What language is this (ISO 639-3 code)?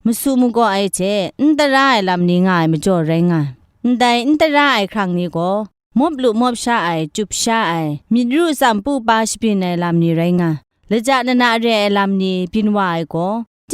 kac